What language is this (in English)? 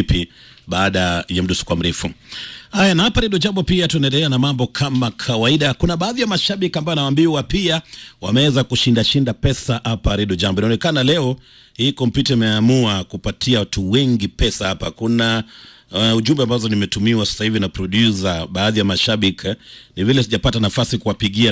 Swahili